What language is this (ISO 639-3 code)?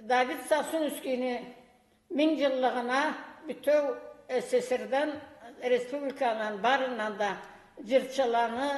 krc